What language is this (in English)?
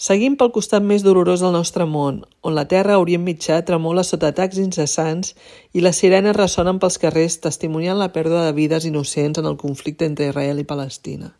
Catalan